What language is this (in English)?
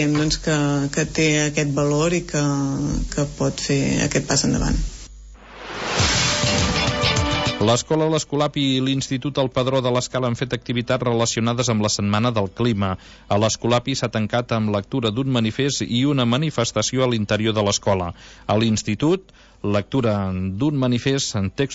Catalan